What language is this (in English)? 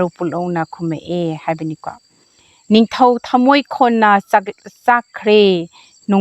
Manipuri